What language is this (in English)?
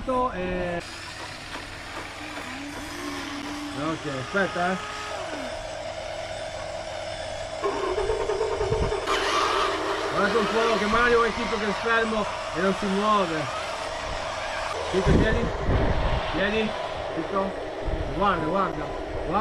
Italian